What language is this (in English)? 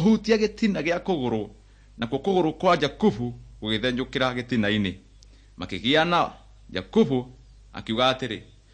Kikuyu